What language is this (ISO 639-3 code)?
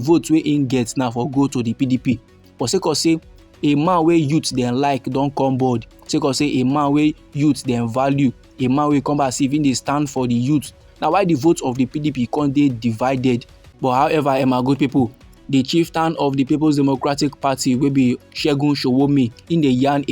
pcm